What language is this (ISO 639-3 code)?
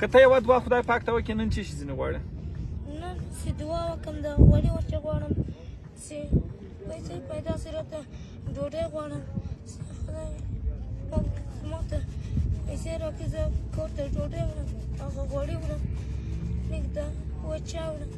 pus